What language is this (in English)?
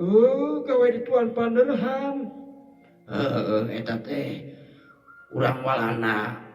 Sundanese